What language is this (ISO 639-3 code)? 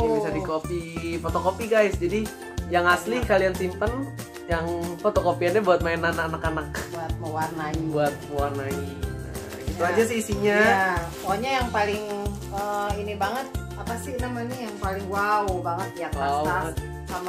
ind